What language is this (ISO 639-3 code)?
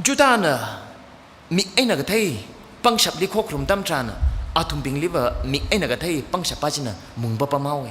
nmf